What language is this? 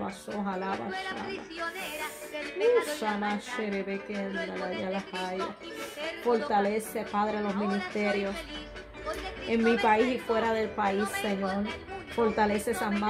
Spanish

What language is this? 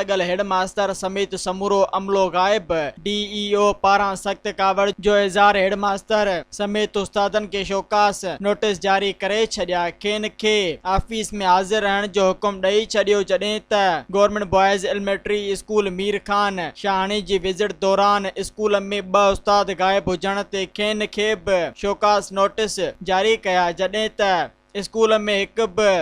Sindhi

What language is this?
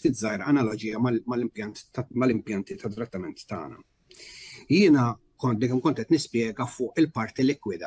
Maltese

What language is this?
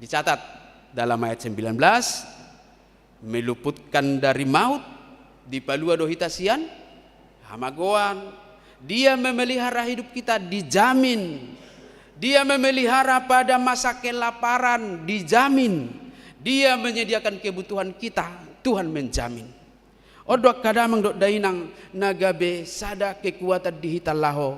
Batak Toba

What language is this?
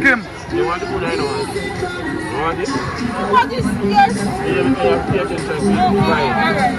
Jamaican Creole English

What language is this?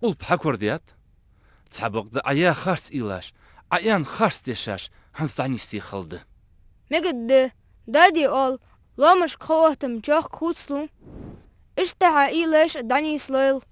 Ingush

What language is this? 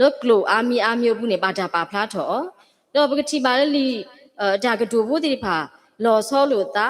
S'gaw Karen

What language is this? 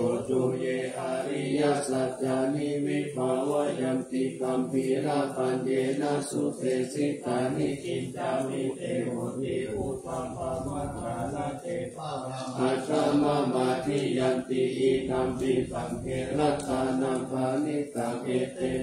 Pali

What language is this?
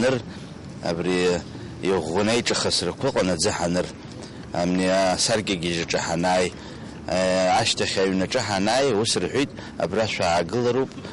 Abkhazian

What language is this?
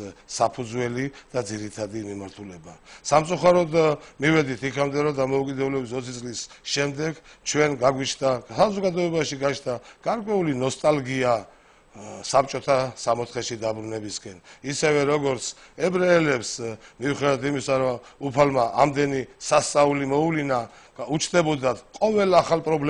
Georgian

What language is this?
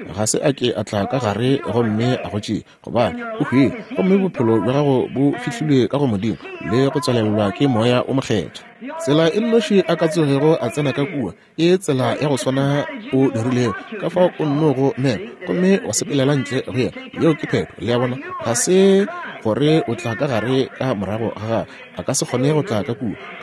Northern Sotho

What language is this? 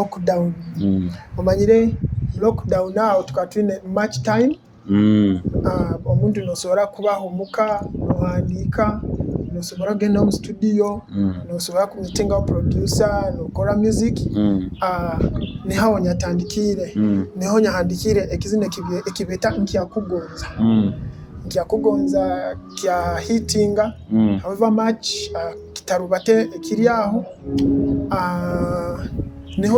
Nyoro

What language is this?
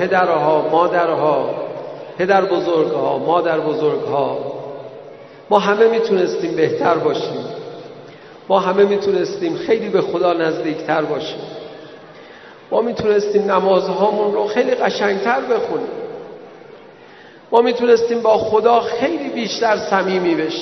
Persian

